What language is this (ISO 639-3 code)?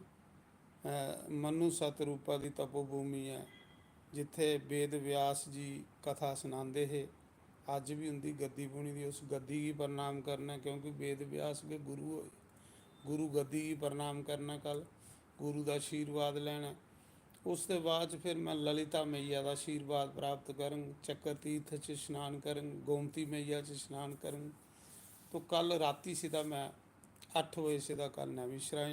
doi